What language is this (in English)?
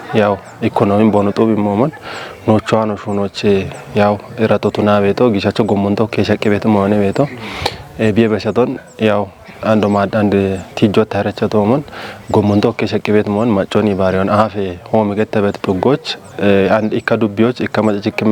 Kafa